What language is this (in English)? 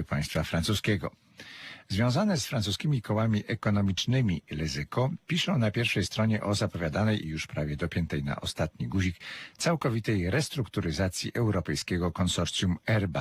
Polish